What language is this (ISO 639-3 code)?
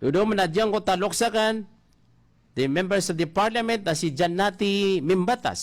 mrw